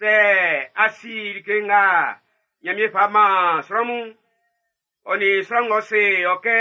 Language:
Baoulé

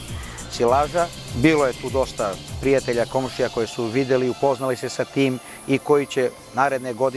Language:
Serbian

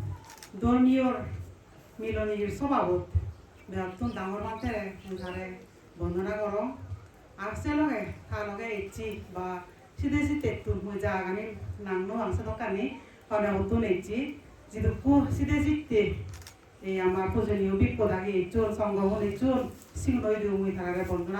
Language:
Chakma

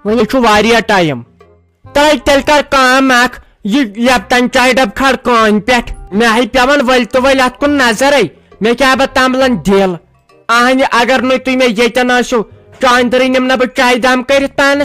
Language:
Kashmiri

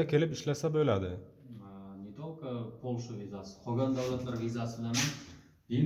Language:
Uzbek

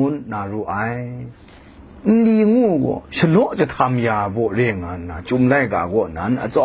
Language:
Kachin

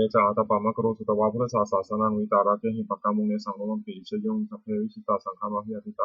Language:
Pali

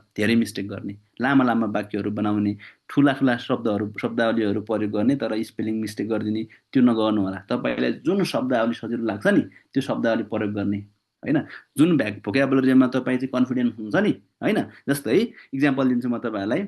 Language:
Nepali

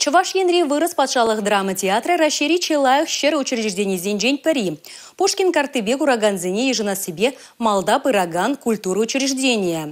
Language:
Chuvash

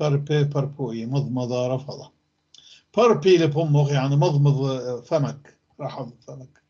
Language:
North Levantine Arabic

